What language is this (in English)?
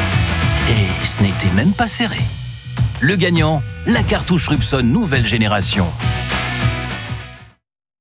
French